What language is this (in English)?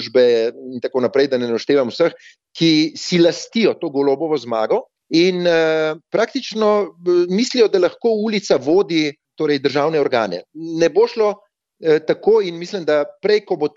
Slovenian